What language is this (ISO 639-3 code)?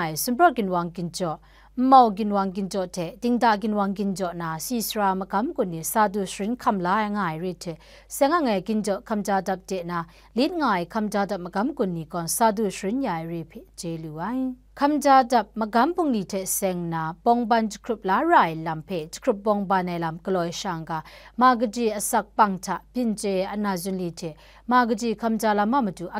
kac